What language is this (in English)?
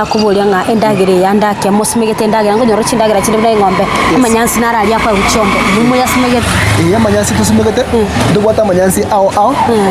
Gusii